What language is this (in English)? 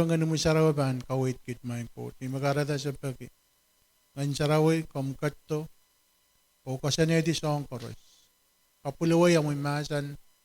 Pohnpeian